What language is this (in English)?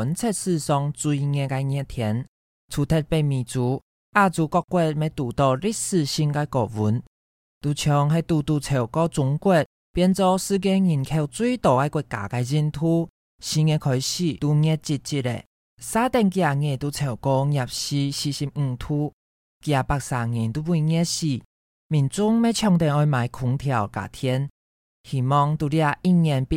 Hakka Chinese